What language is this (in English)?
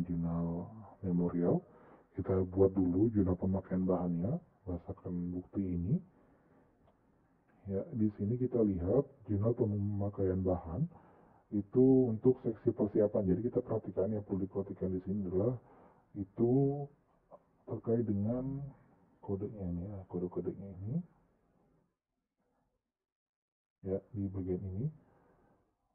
Indonesian